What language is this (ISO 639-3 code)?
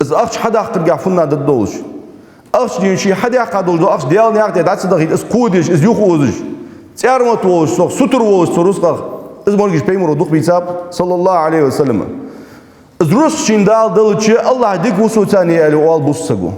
inh